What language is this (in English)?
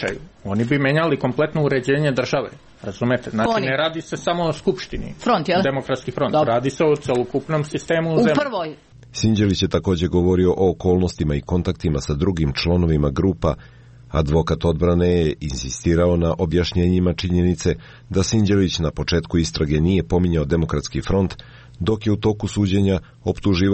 Serbian